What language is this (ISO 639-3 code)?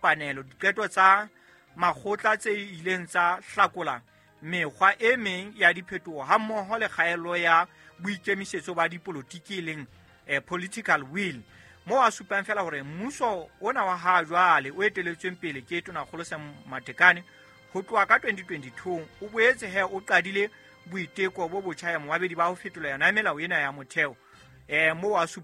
sot